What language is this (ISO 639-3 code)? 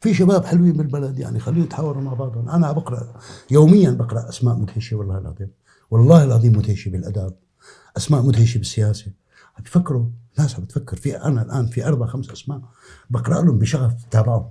apc